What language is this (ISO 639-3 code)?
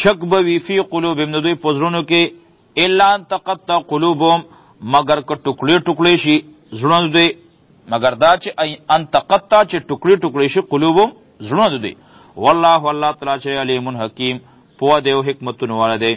pus